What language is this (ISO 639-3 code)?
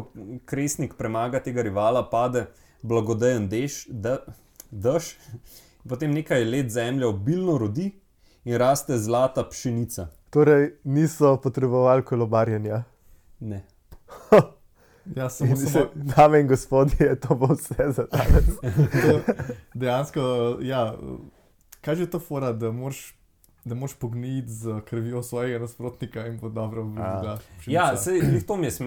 slv